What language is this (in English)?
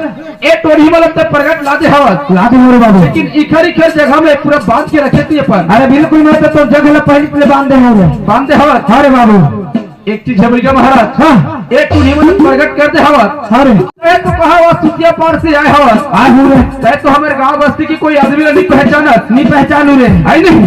Chhattisgarhi